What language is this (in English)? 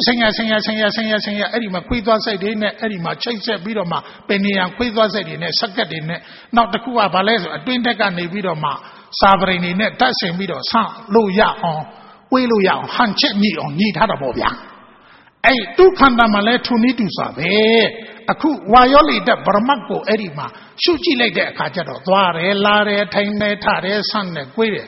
Burmese